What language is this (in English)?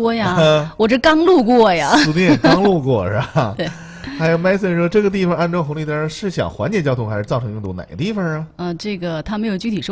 Chinese